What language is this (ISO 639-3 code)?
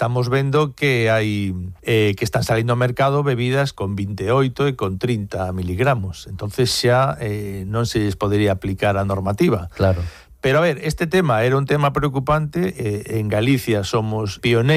glg